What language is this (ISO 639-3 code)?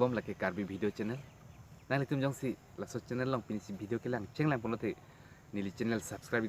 mjw